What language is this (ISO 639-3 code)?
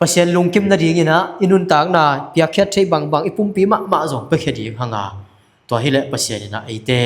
ctd